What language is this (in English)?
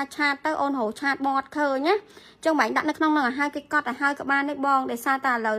Khmer